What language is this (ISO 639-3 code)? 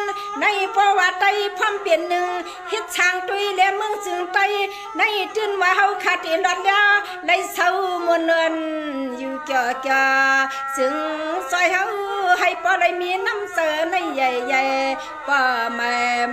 shn